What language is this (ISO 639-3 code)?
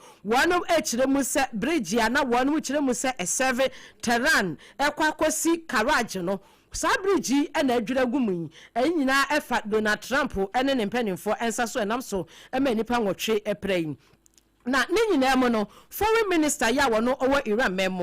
aka